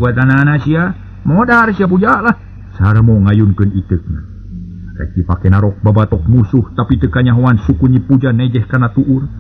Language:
Sundanese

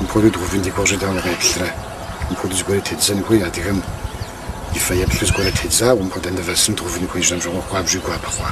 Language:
Kabardian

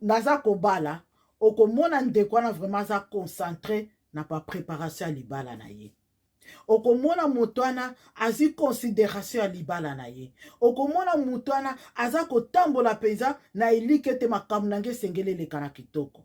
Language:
Lingala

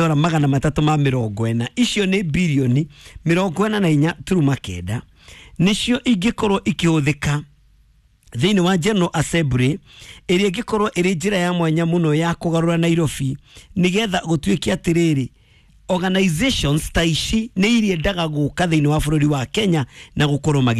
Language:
Kikuyu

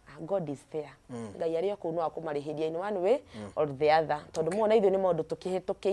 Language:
Kikuyu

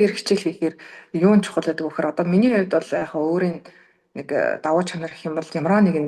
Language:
Mongolian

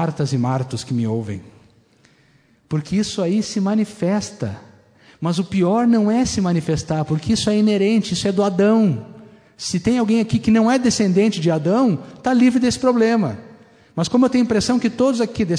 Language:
Portuguese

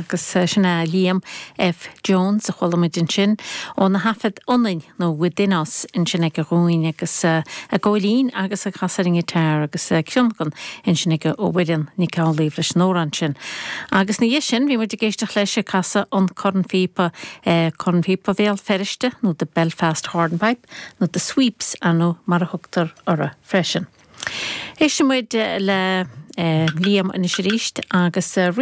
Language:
Irish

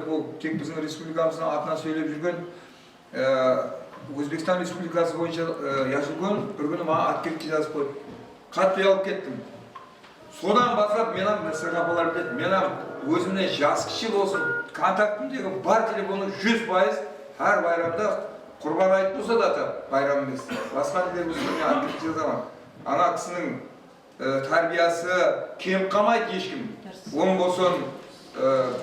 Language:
Kara-Kalpak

